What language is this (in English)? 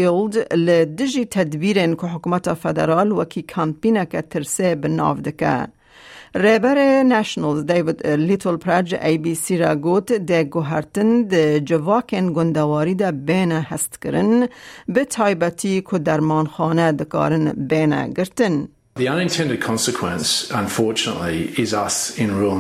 Kurdish